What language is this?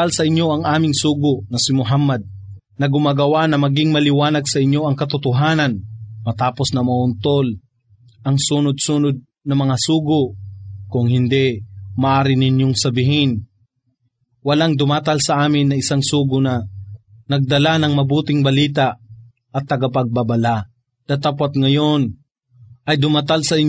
Filipino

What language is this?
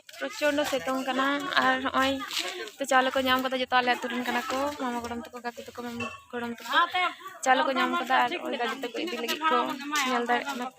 Santali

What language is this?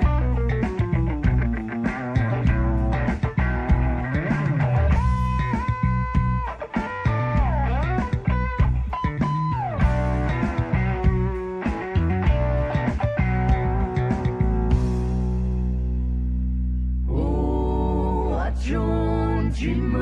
Poumei Naga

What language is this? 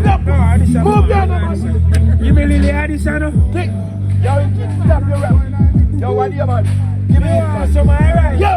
Jamaican Creole English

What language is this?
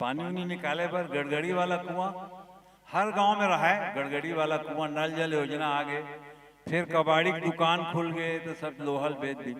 Chhattisgarhi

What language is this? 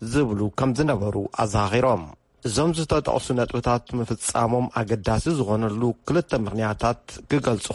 Tigrinya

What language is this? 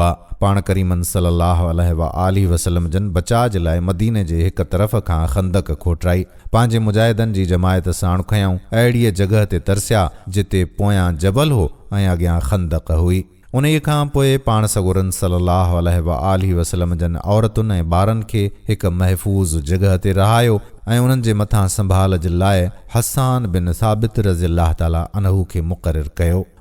Sindhi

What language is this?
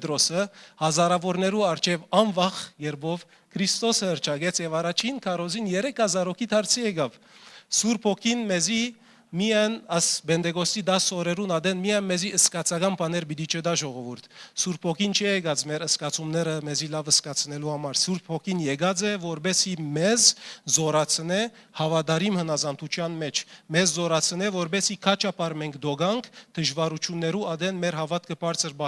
Western Armenian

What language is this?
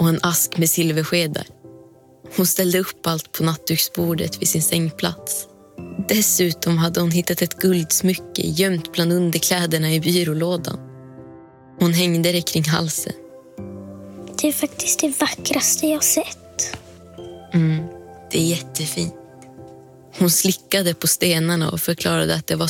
Swedish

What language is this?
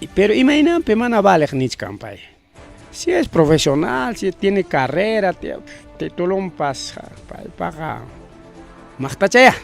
Ayacucho Quechua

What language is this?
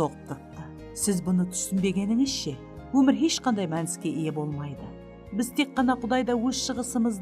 Kara-Kalpak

